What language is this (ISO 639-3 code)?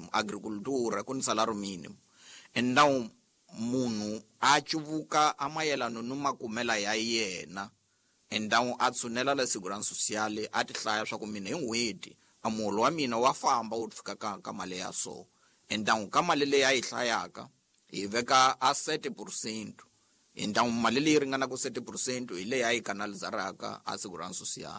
tso